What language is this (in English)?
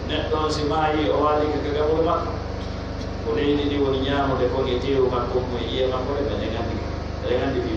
Pular